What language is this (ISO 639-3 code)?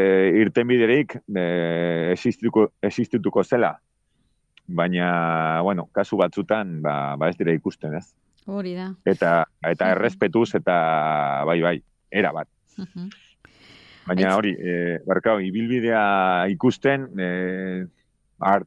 eus